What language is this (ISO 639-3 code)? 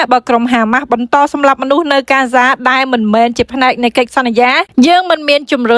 khm